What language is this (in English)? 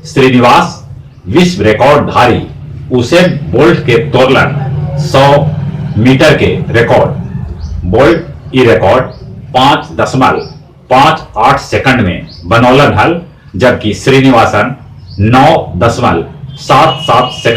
Magahi